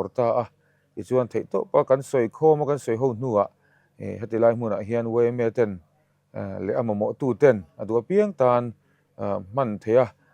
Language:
Mizo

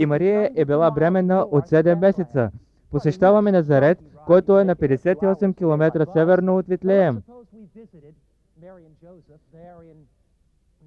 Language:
Bulgarian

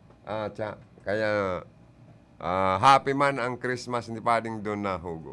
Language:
Bikol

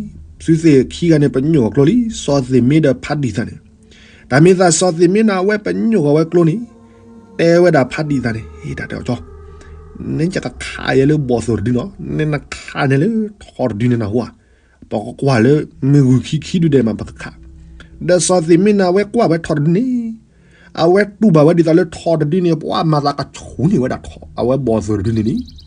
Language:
S'gaw Karen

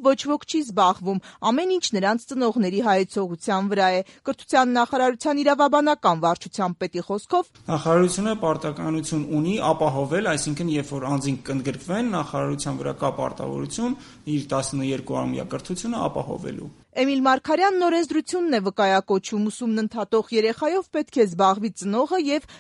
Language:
Armenian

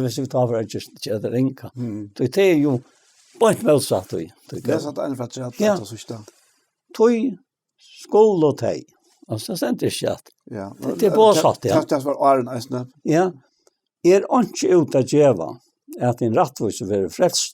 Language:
Faroese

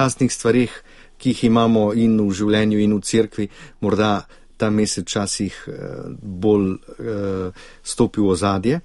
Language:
Slovenian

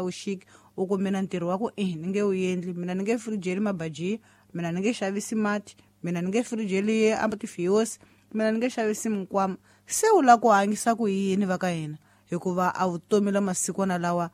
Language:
Tsonga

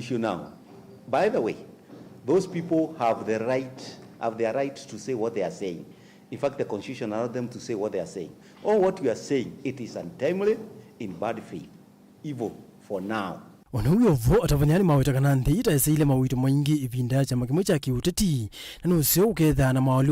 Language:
Kamba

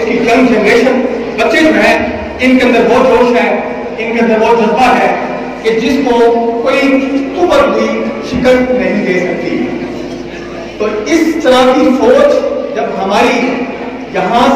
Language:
Urdu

